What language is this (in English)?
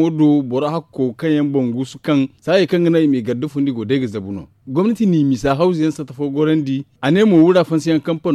Zarma